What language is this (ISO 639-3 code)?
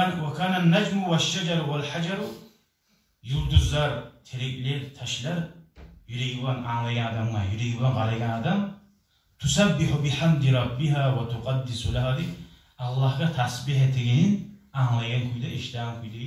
kum